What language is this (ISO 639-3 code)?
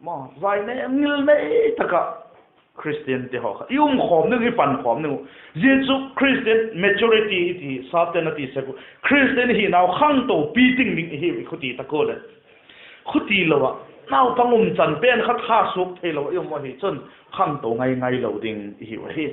vap